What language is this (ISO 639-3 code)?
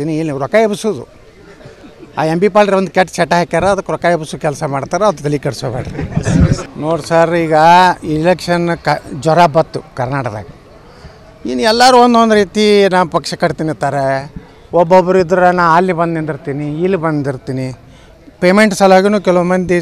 kan